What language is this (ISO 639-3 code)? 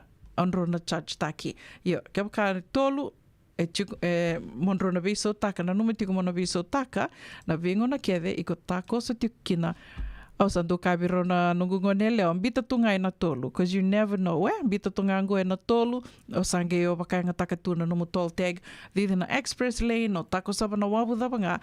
fij